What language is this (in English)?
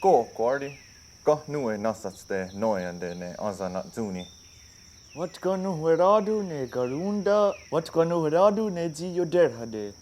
Mohawk